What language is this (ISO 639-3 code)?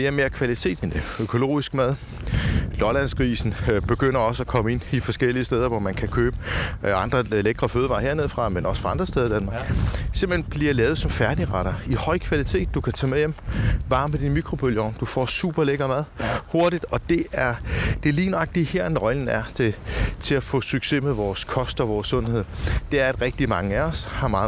dan